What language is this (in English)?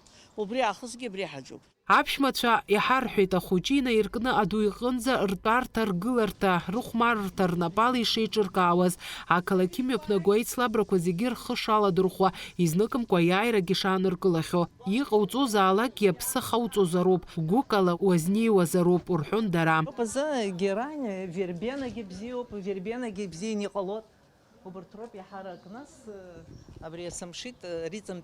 Abkhazian